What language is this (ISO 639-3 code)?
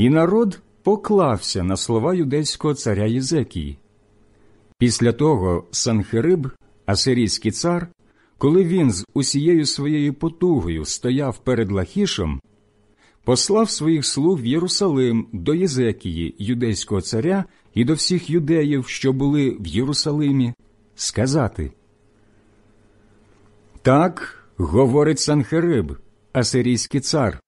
ukr